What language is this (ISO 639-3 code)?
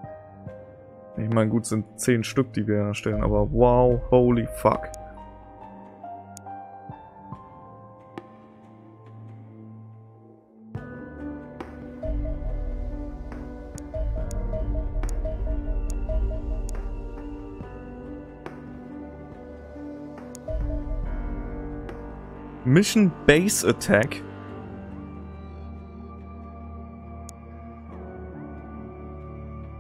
deu